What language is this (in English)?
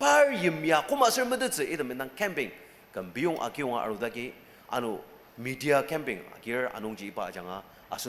Ao Naga